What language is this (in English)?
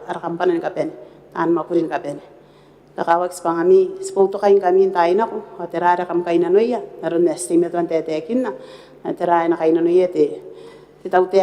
Gilbertese